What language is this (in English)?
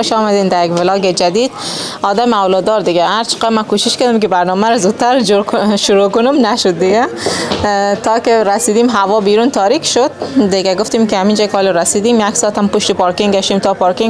Persian